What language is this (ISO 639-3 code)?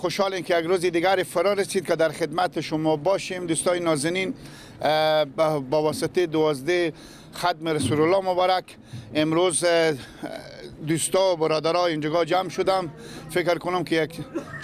fas